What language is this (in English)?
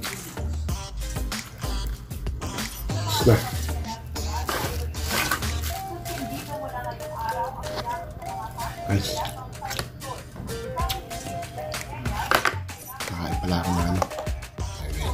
Filipino